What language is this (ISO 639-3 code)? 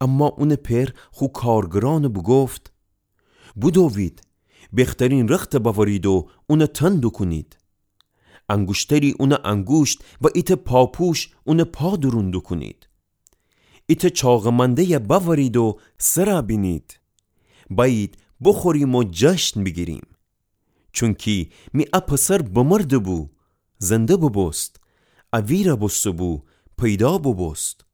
glk